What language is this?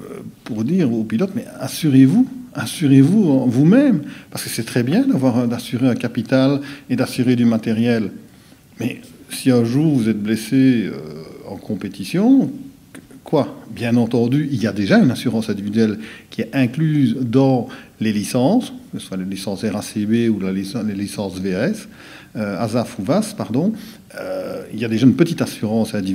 French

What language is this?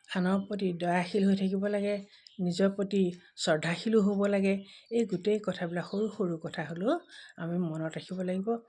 Assamese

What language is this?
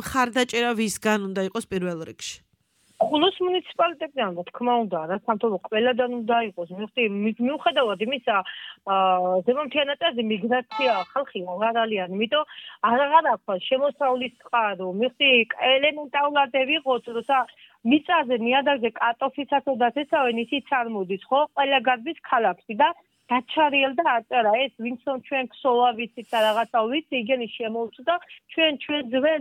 Georgian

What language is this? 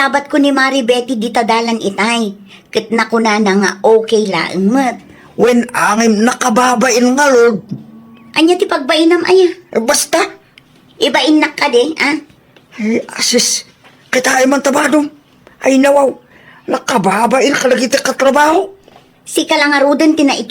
Iloko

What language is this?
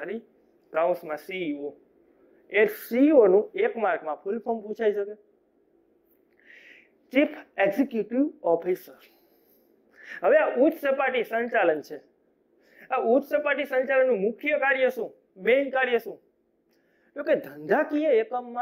Gujarati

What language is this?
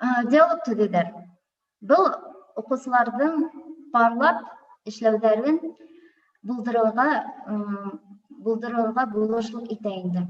Bashkir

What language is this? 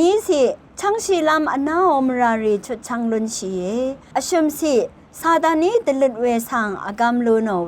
Rawang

